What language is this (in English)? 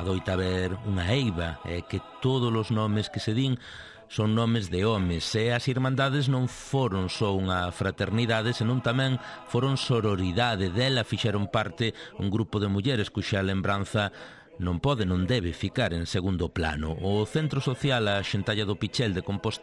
Galician